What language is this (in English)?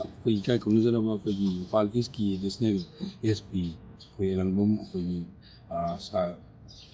Manipuri